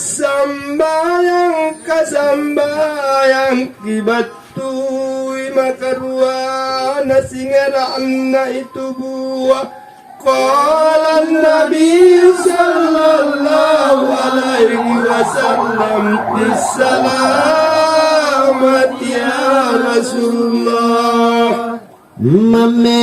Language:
Makasar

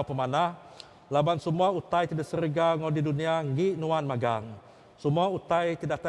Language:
Iban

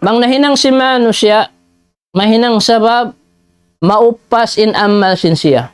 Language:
Tausug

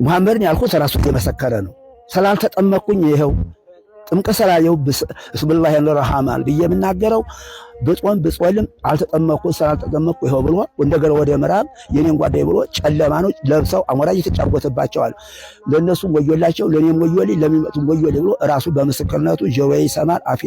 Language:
Amharic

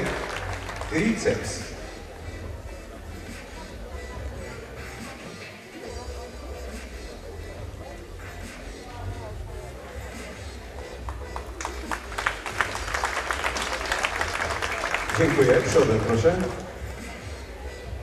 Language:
Polish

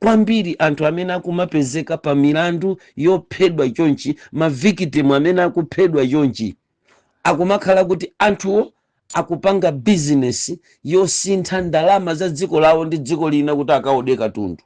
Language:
Nyanja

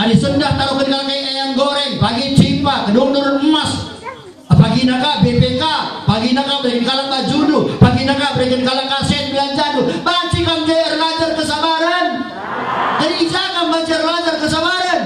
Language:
Batak Karo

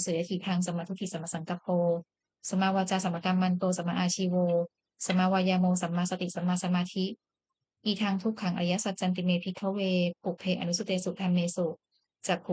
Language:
Pali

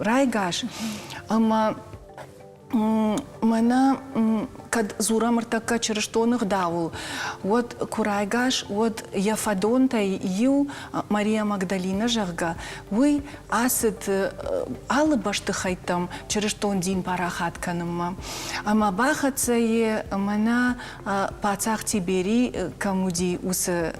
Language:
Ossetic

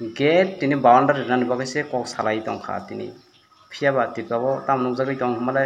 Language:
Kok Borok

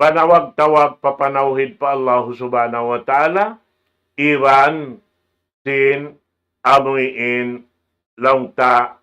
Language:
Tausug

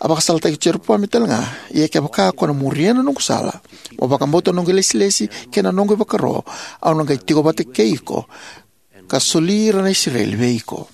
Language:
Fijian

